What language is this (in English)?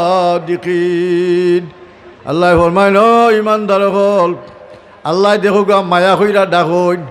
Sylheti